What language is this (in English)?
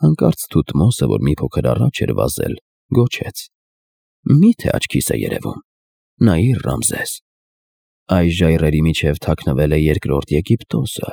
Armenian